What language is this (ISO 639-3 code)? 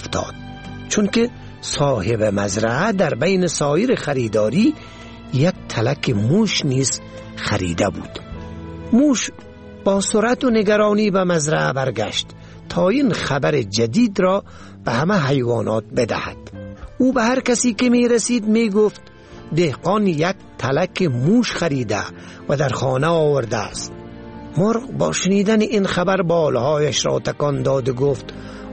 fas